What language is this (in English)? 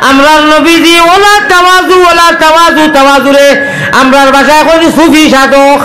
Sylheti